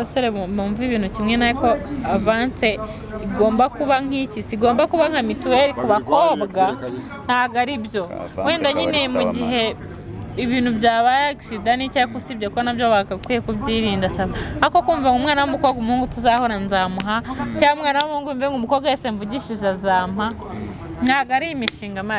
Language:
Kinyarwanda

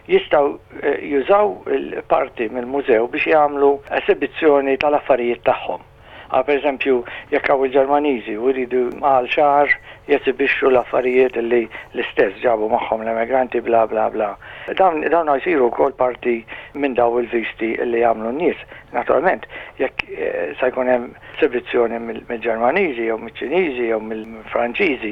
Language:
Maltese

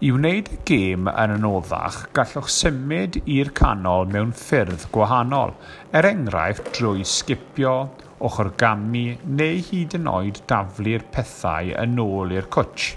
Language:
Welsh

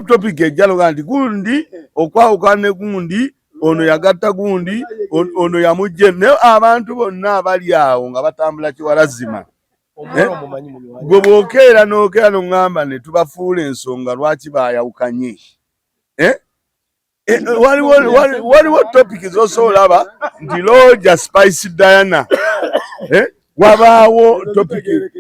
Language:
Ganda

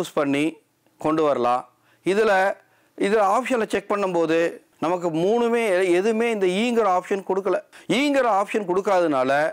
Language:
Tamil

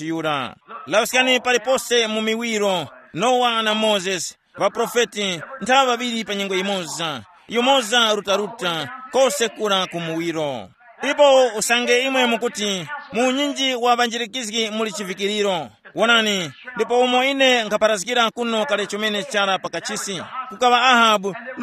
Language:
Tumbuka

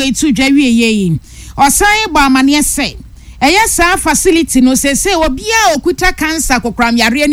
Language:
Akan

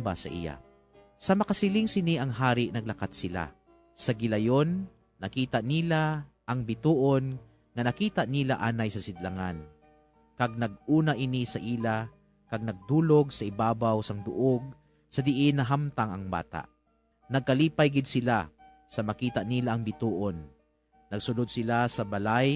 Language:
Hiligaynon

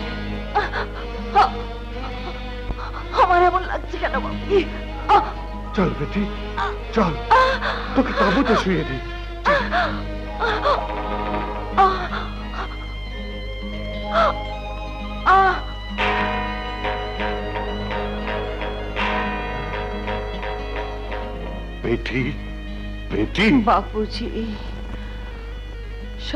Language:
Bangla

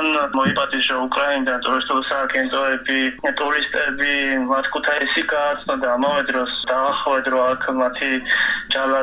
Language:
Georgian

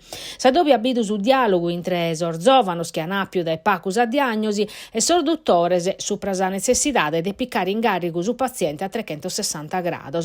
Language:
Sardinian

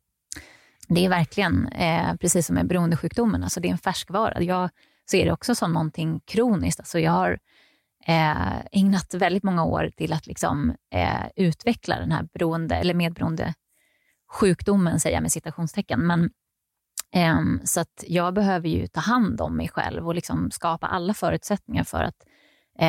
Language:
Swedish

